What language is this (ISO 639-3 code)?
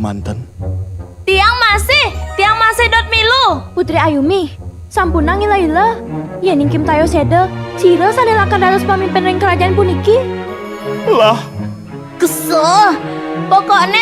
ban